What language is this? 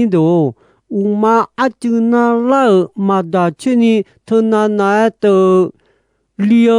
Akha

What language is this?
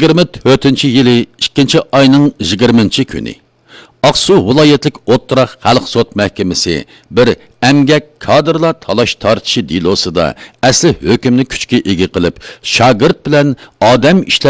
Uyghur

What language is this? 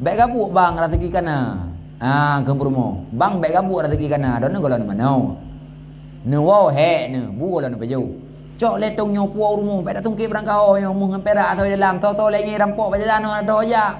Achinese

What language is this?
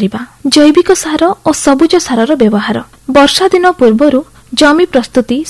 Odia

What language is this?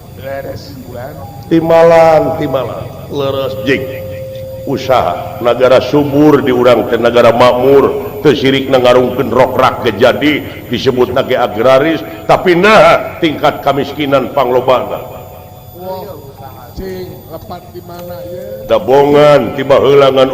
Sundanese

